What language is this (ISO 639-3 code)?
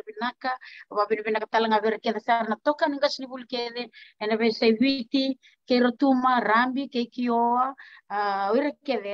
fij